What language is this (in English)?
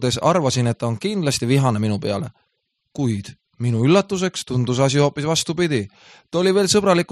Estonian